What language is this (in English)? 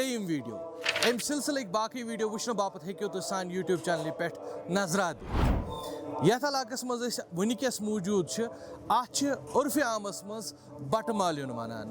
Kashmiri